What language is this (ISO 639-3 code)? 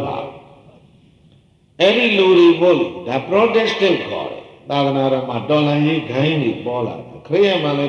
mya